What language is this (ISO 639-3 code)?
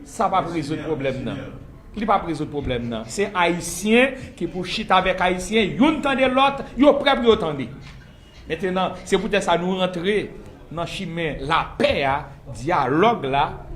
hat